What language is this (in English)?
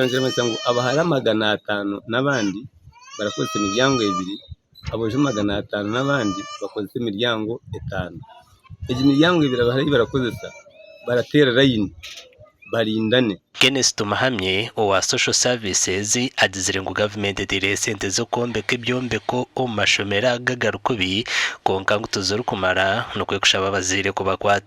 Nyankole